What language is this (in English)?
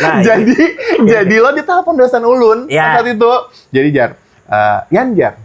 Banjar